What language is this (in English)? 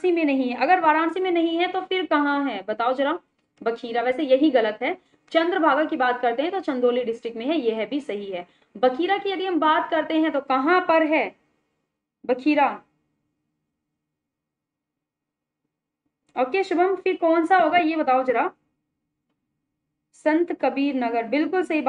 Hindi